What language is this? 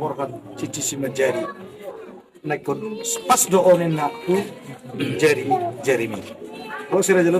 Batak Toba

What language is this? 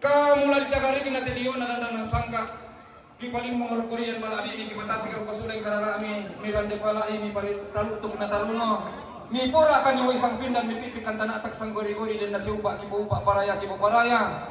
Toraja-Sa'dan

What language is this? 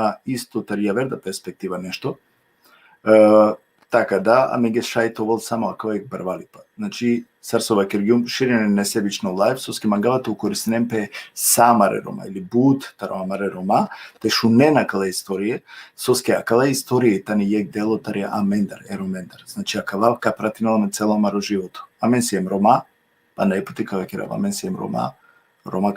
Balkan Romani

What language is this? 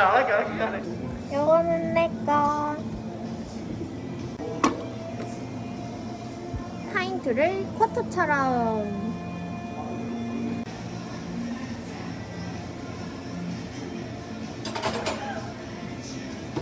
Korean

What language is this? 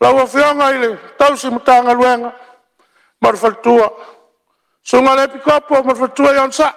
Samoan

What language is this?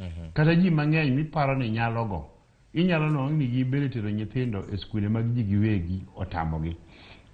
Luo (Kenya and Tanzania)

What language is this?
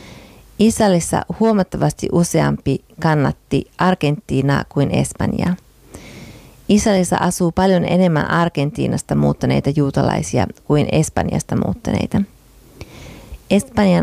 Finnish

